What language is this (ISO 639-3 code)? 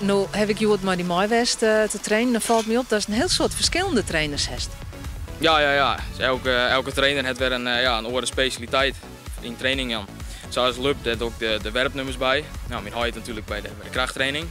fry